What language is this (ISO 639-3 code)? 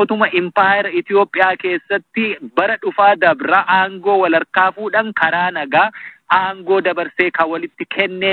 orm